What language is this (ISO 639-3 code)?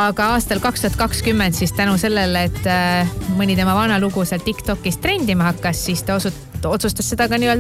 est